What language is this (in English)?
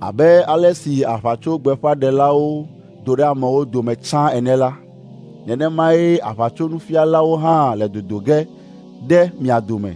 Ewe